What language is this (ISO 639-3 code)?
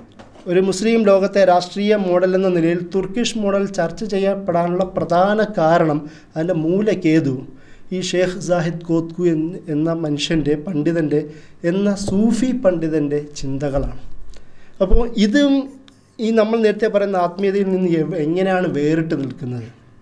mal